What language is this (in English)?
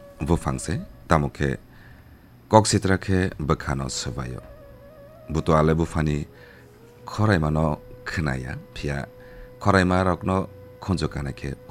Kok Borok